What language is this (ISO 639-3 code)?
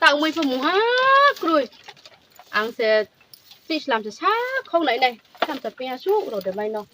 ria